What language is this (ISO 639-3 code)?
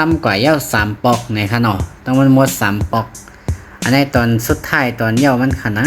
shn